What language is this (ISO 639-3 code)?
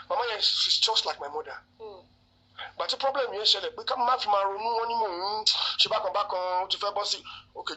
yor